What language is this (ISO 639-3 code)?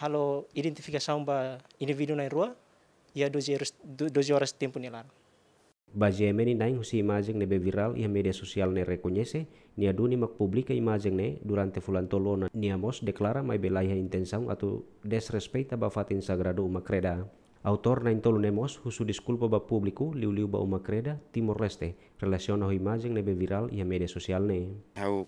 tet